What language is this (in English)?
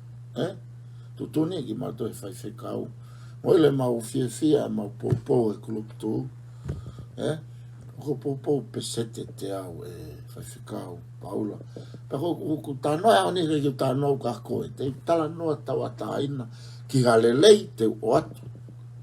Tongan